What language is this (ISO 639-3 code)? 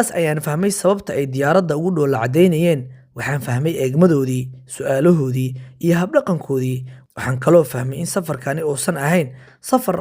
som